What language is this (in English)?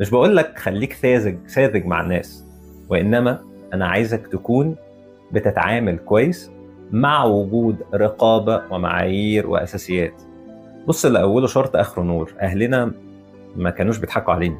Egyptian Arabic